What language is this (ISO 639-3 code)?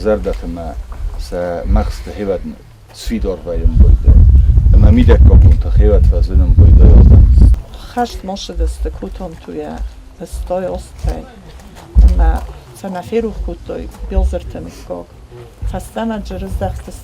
oss